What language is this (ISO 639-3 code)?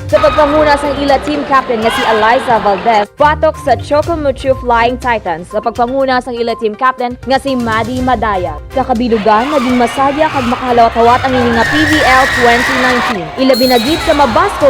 hil